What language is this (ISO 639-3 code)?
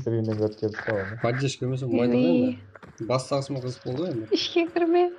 kaa